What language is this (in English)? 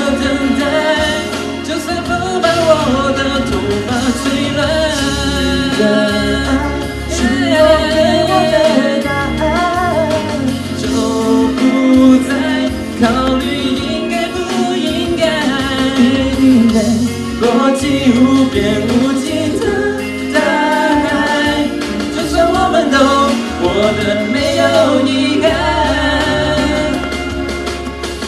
Chinese